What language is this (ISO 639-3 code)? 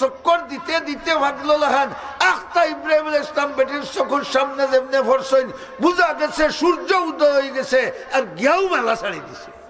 syl